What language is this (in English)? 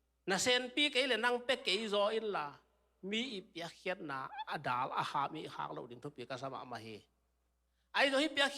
Tedim Chin